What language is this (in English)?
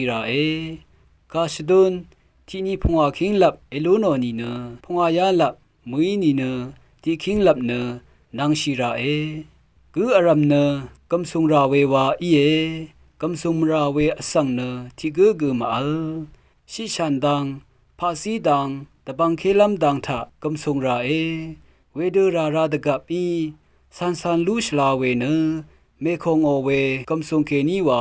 Rawang